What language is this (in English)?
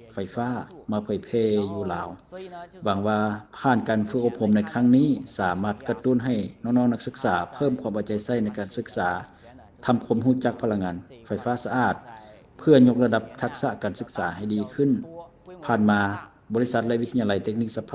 Lao